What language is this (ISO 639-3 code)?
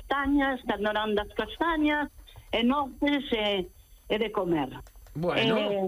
glg